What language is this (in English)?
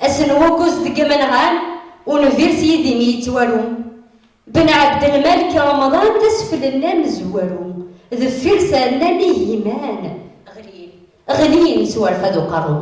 Kabyle